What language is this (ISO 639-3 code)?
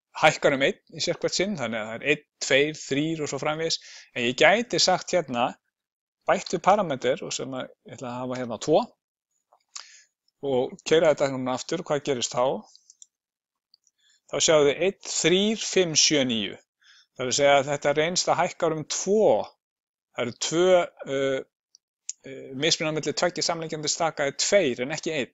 isl